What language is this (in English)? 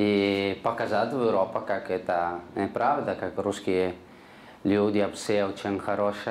Russian